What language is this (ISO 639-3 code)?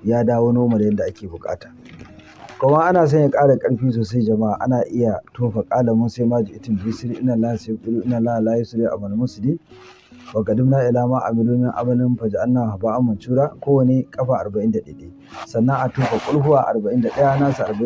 hau